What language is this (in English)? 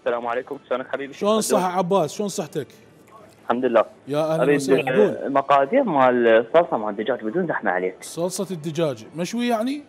Mesopotamian Arabic